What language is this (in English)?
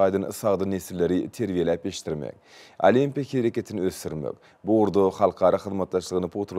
Turkmen